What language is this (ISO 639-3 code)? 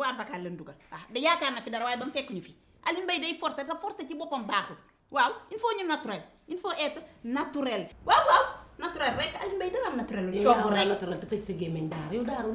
wol